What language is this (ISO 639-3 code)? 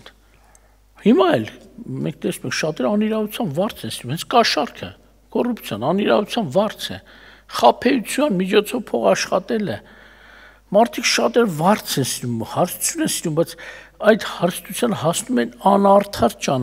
hye